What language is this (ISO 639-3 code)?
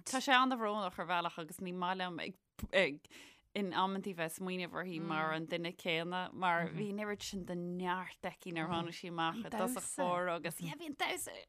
gle